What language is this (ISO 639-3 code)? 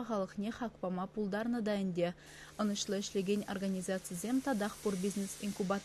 chv